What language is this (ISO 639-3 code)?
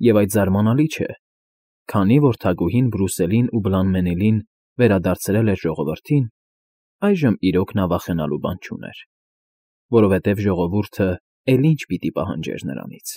hye